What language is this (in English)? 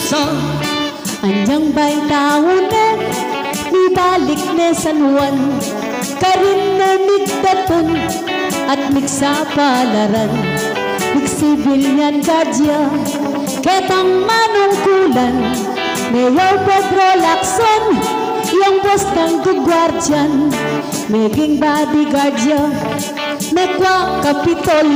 Pampanga